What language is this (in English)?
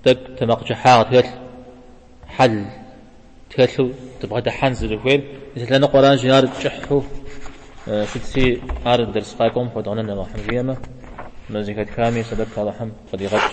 Kabardian